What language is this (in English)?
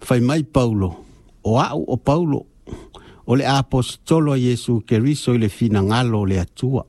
Samoan